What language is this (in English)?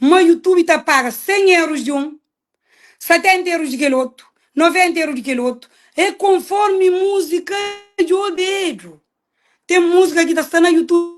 Kabuverdianu